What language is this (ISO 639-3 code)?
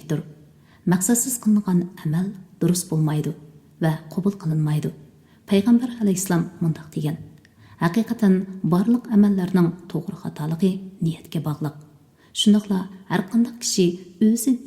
uig